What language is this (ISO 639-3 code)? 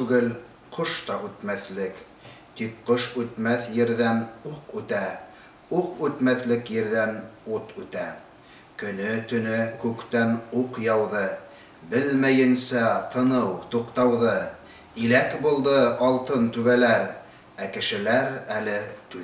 bak